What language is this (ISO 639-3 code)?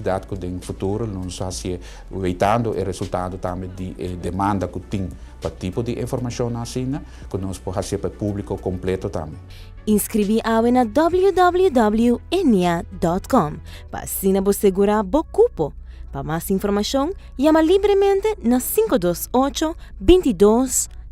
pap